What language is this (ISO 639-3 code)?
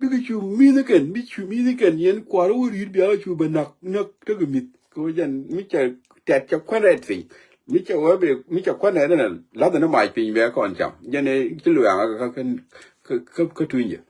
nus